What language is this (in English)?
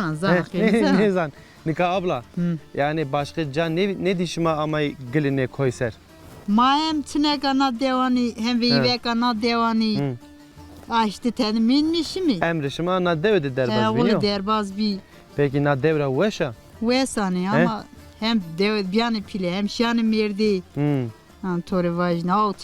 Zaza